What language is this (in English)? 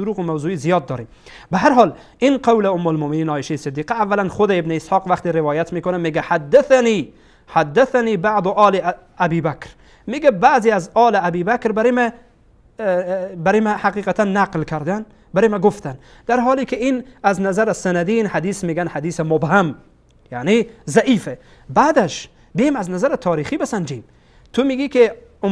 Persian